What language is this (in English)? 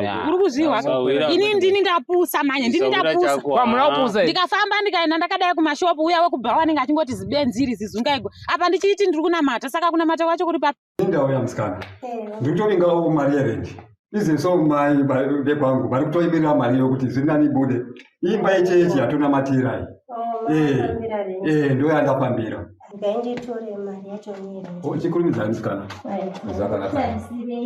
Shona